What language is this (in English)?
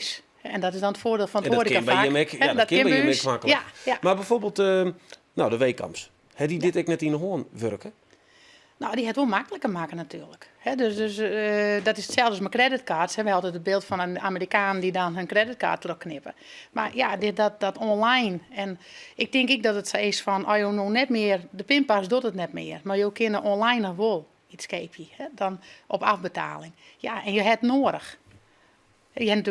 Western Frisian